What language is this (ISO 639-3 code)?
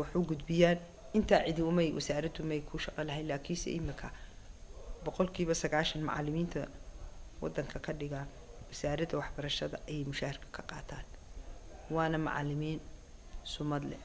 som